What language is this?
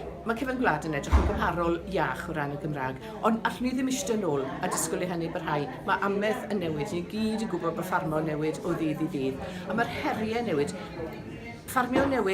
Welsh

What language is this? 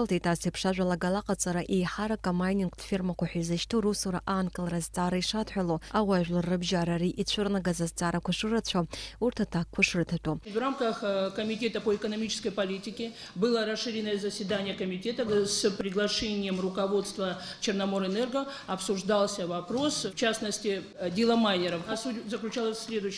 Abkhazian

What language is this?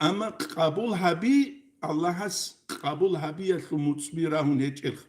Avaric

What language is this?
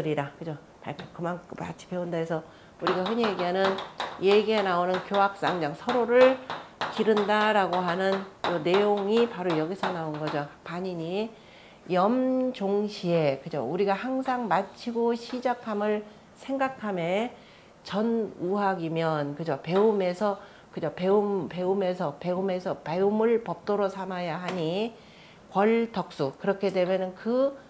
Korean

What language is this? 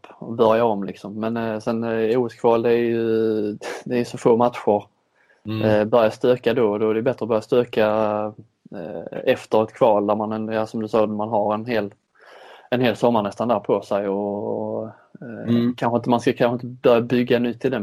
Swedish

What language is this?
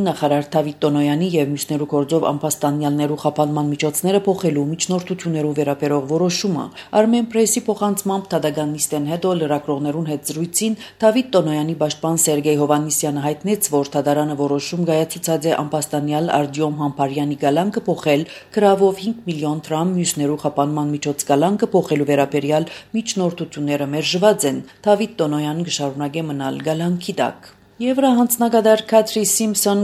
Armenian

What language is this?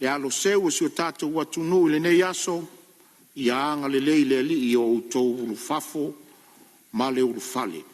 Samoan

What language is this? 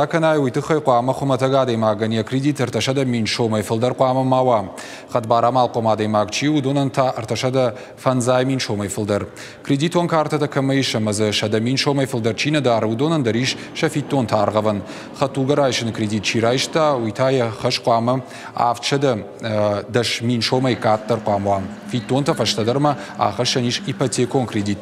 Ossetic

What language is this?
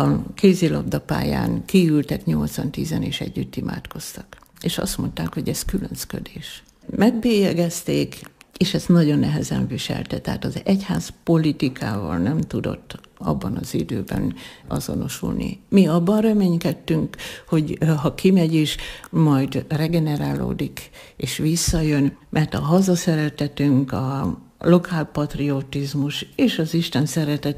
Hungarian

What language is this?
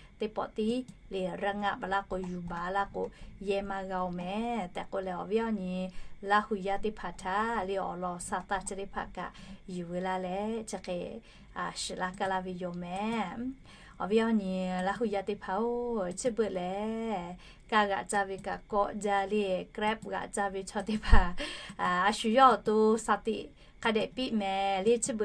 Lahu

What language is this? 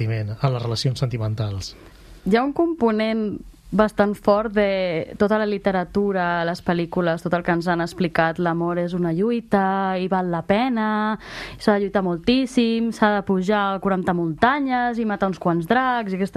Catalan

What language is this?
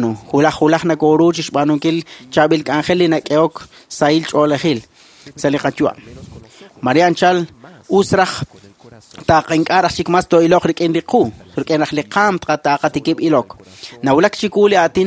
Kekchí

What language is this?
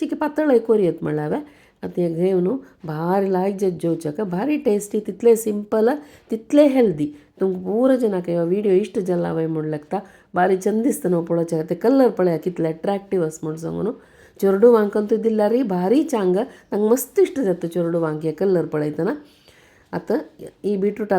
Konkani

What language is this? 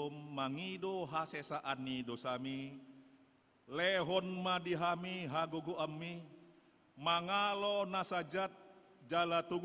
Batak Toba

